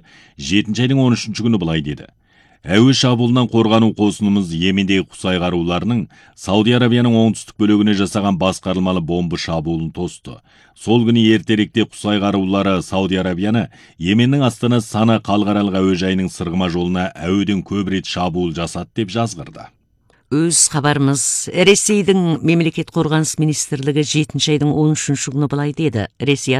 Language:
Kazakh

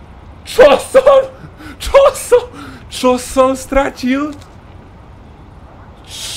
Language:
Slovak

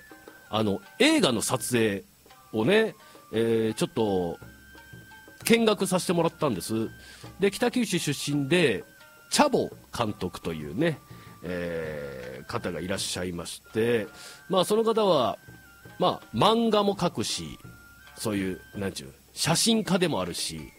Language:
Japanese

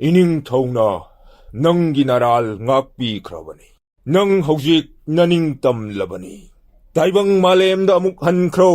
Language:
Manipuri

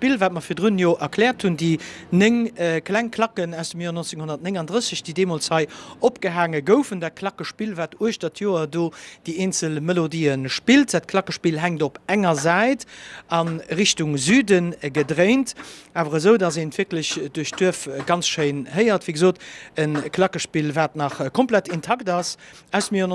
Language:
Luxembourgish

